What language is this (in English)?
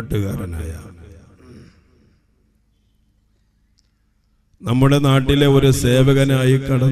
Malayalam